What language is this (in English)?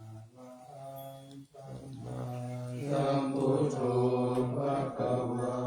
Pali